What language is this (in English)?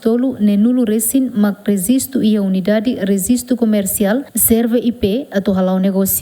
Tetum